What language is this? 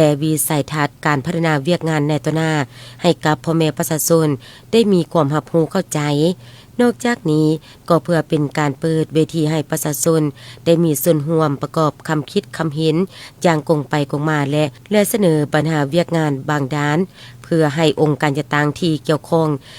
Lao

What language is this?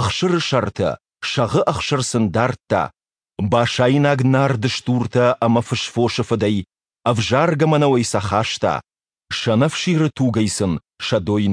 Ossetic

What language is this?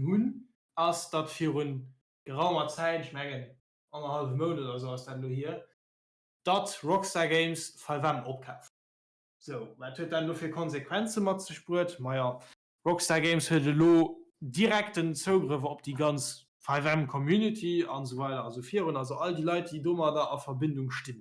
Luxembourgish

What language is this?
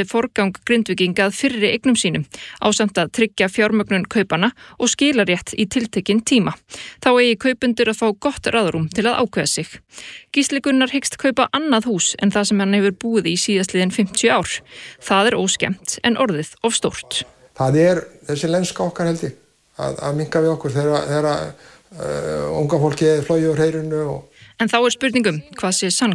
Icelandic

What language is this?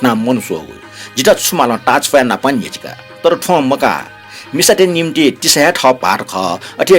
Newari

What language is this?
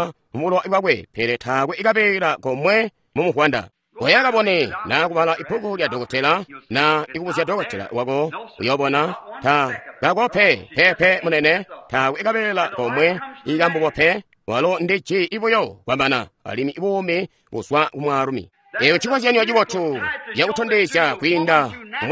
Tonga (Zambia)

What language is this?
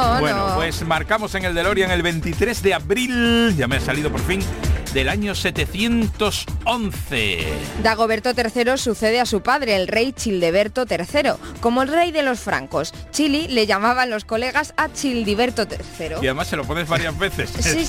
Spanish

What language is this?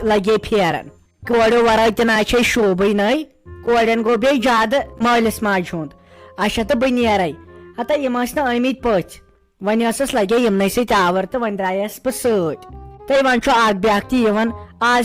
Kashmiri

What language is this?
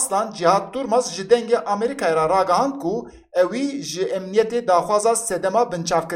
Kurdish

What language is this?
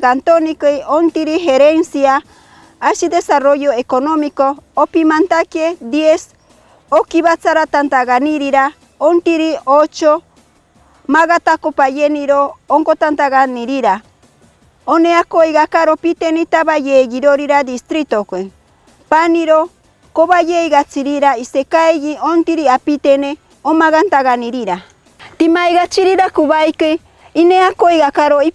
Machiguenga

